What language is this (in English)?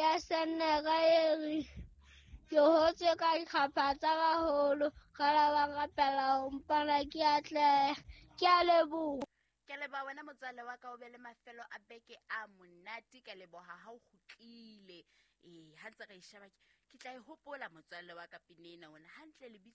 Southern Sotho